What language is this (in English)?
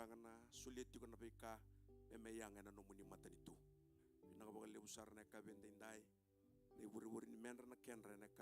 Fijian